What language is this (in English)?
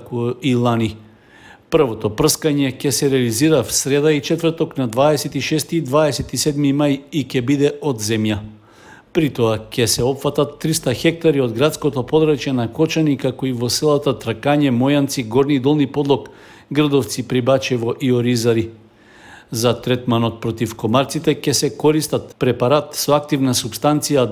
Macedonian